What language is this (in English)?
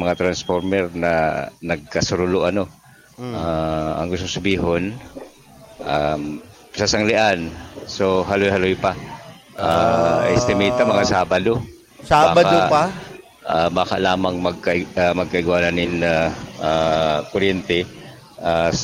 Bikol